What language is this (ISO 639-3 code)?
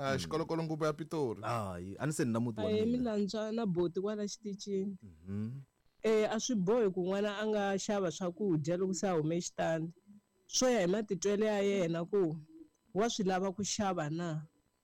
tso